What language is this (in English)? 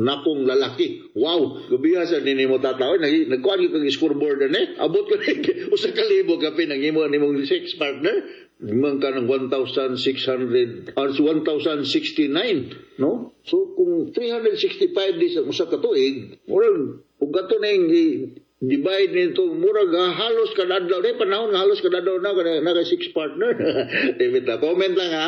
Cebuano